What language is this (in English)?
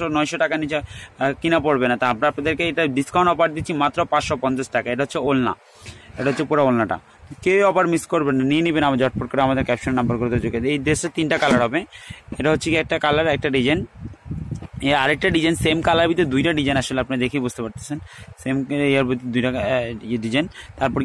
Bangla